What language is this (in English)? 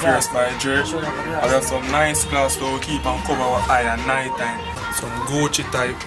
Jamaican Creole English